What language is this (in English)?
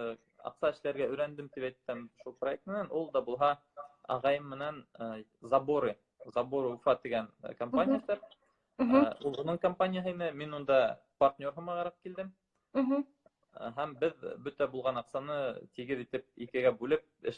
Bashkir